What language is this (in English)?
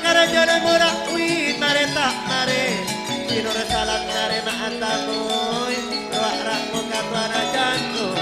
Madurese